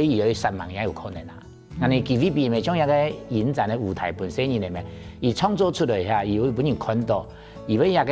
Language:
Hakka Chinese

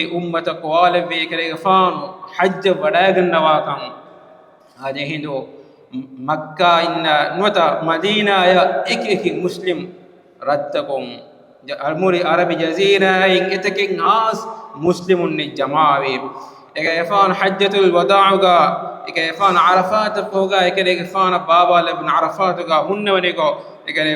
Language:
Divehi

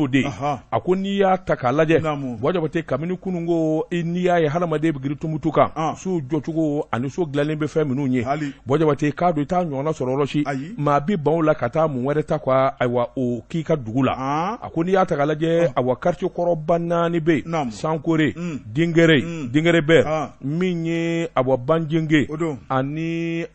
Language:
Bambara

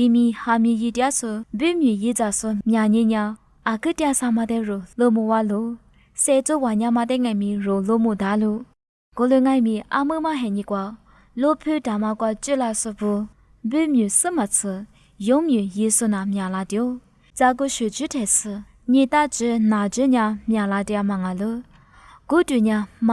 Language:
Lisu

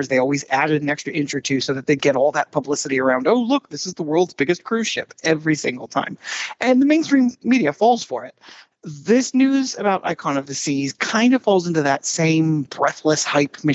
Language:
English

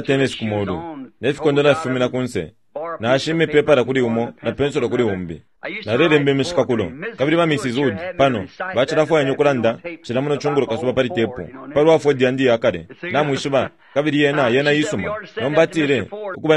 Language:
Bemba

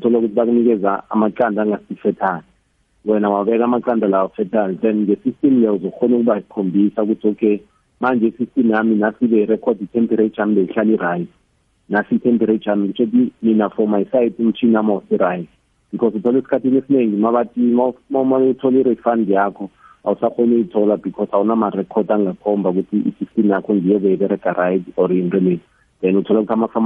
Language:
South Ndebele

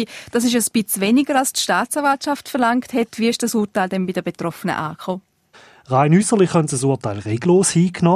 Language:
German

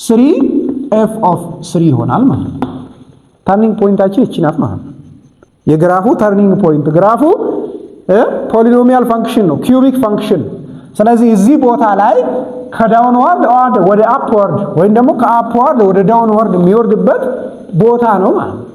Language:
Amharic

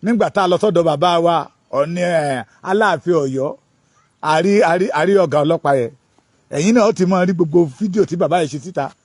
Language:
Yoruba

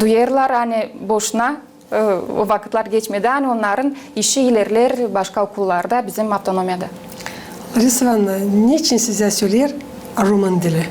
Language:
Gagauz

